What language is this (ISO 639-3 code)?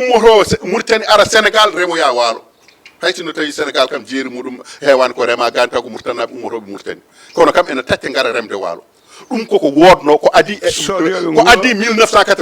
ful